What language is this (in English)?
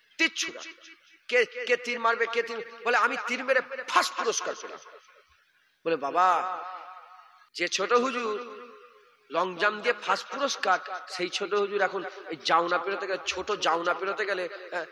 Bangla